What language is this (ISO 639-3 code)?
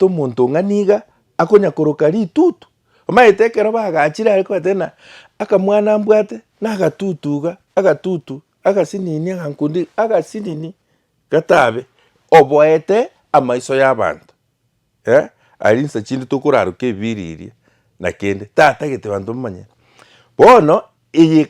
guz